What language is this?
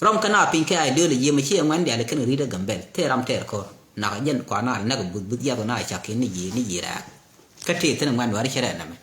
Nuer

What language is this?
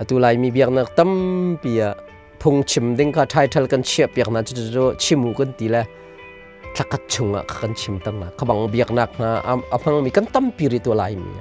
Hakha Chin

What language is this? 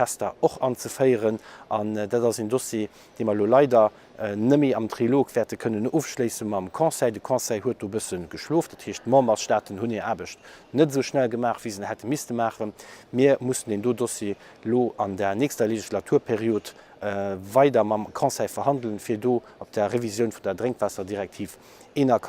Luxembourgish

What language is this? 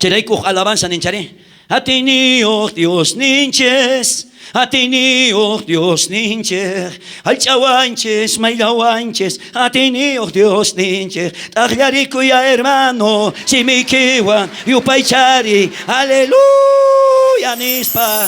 South Bolivian Quechua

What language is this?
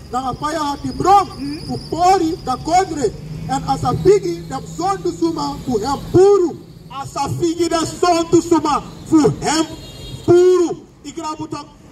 Sranan Tongo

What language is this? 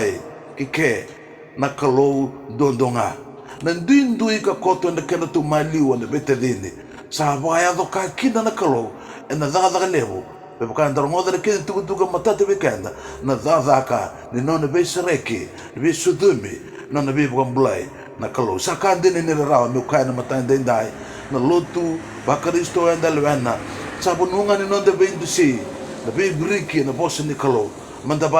Fijian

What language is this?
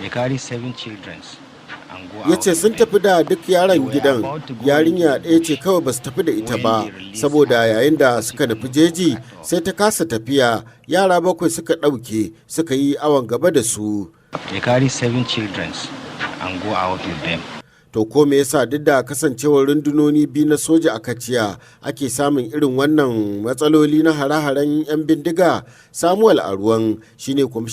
Hausa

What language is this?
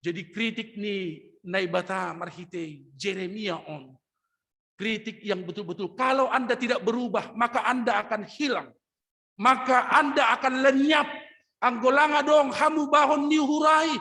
Batak Simalungun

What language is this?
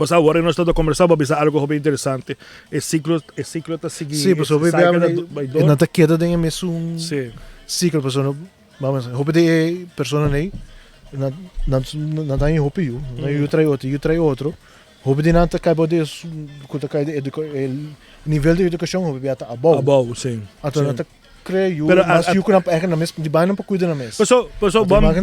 Papiamento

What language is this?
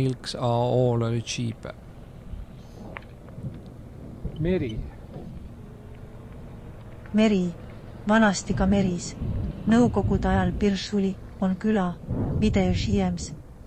Estonian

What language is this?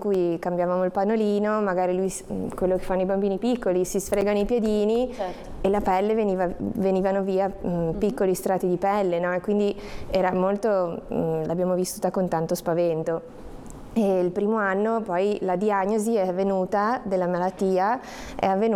Italian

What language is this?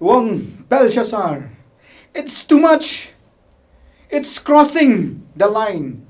Khasi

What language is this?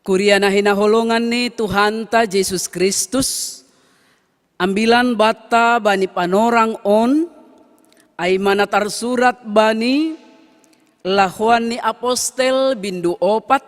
Batak Simalungun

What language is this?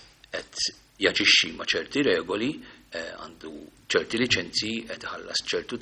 Maltese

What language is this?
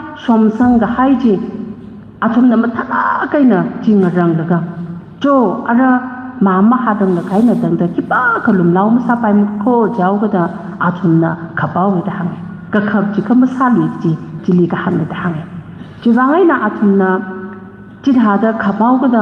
Tangkhul Naga (India)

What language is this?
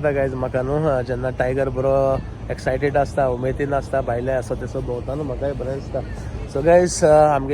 Konkani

